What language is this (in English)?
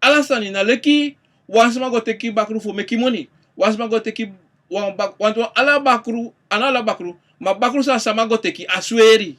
Sranan Tongo